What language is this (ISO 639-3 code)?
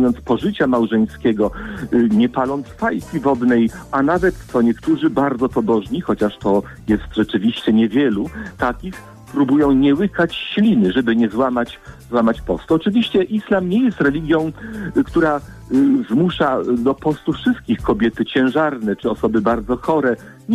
pol